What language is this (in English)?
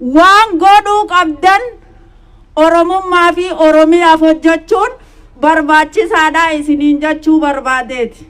Oromo